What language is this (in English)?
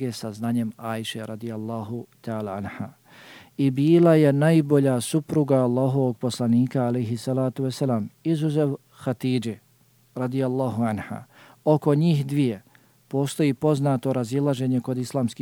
Bosnian